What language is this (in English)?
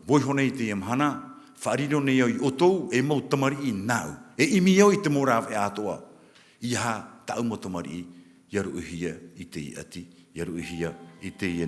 Tahitian